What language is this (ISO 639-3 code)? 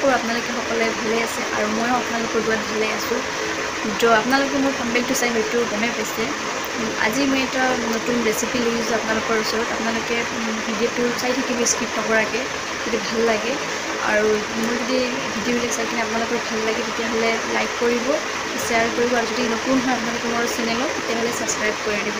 asm